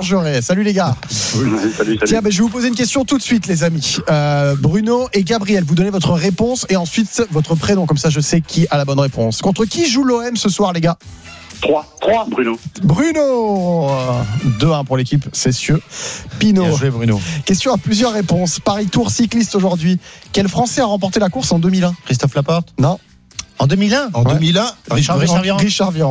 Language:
French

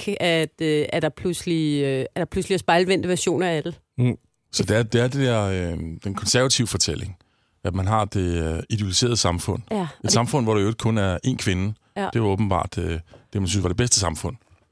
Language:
Danish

